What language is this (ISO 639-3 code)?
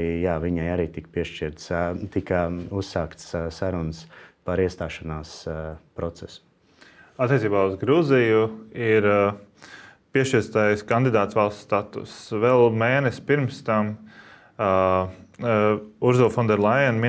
lav